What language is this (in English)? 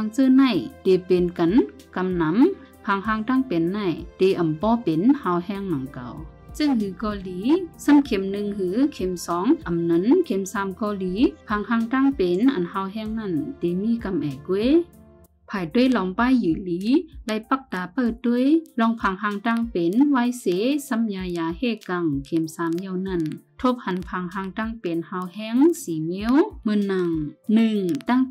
Shan